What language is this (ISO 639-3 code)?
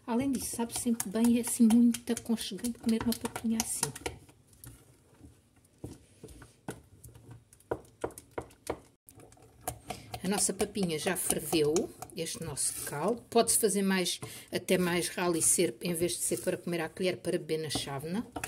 por